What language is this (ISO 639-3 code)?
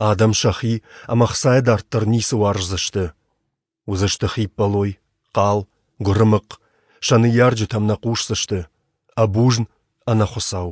oss